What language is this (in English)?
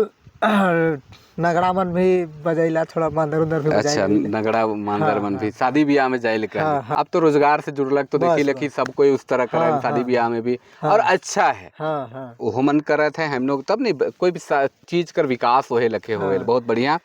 Sadri